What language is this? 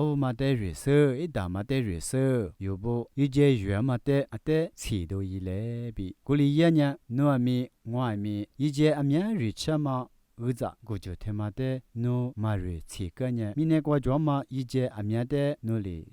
Lisu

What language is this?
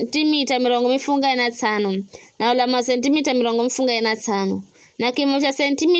Giryama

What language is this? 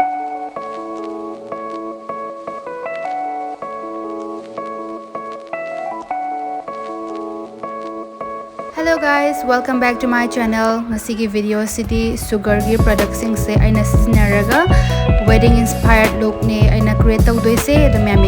Manipuri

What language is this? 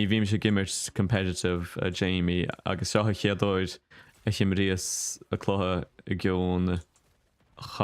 Irish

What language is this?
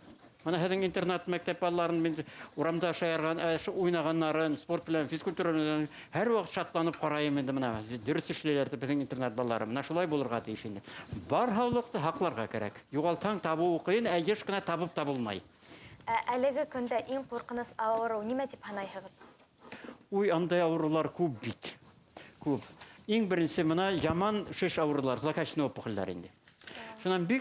Bashkir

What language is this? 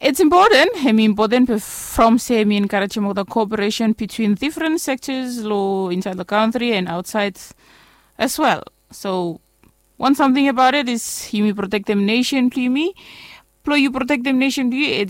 Bislama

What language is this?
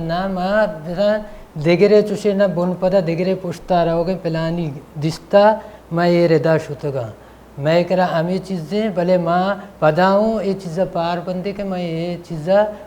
Baluchi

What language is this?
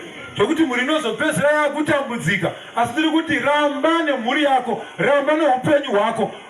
Shona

